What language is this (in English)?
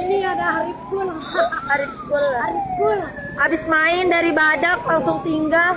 Banjar